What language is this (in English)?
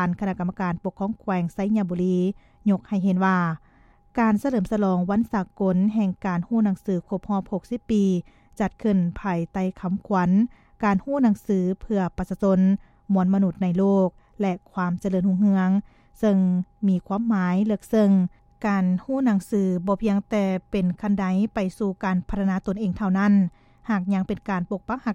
Lao